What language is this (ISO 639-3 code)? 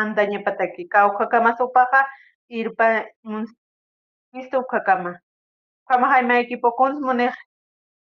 aym